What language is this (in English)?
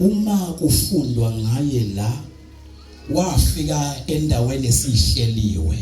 Zulu